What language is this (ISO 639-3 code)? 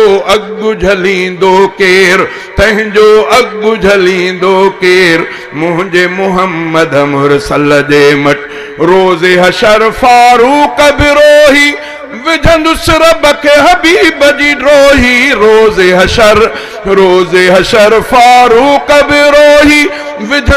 snd